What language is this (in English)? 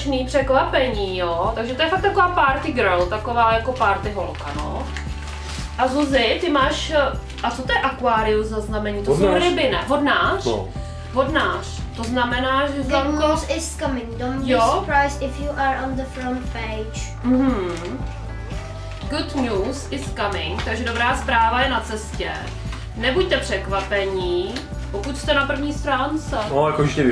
Czech